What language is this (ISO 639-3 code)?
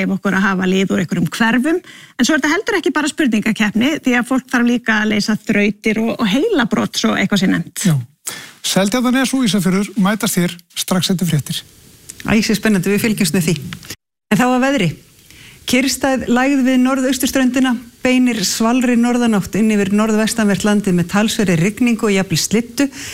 isl